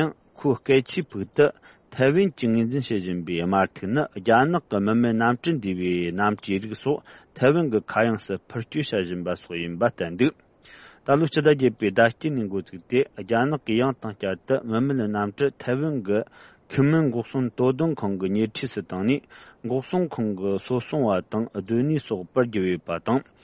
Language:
Tibetan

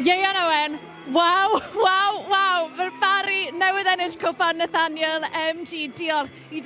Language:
Welsh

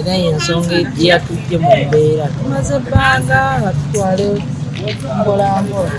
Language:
Ganda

